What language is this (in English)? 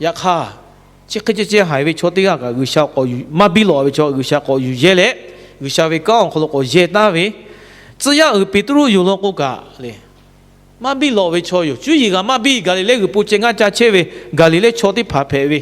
Lahu